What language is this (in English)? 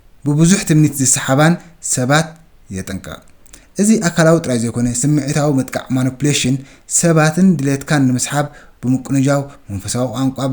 Tigrinya